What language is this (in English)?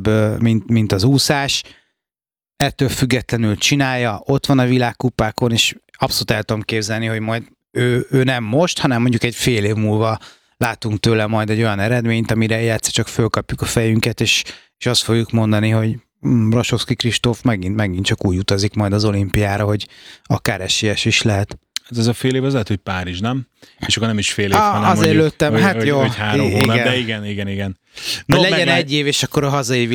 Hungarian